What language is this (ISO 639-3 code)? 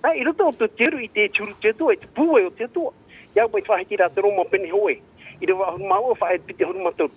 tah